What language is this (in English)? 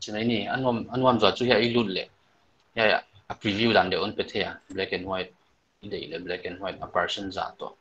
Paite Chin